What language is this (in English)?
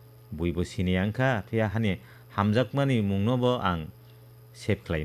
Kok Borok